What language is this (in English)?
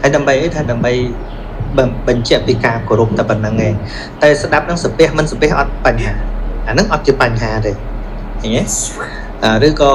Khmer